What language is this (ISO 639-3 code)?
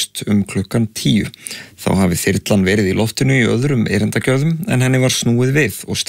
isl